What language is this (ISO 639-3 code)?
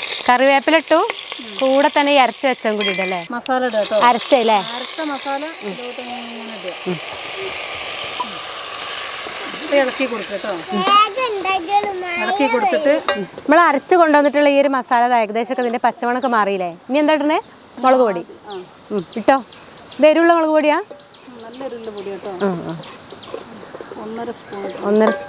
mal